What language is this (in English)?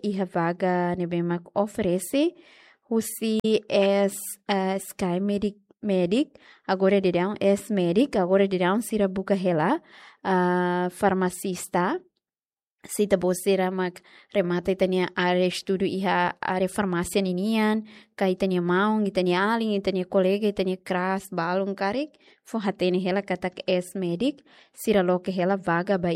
Tetum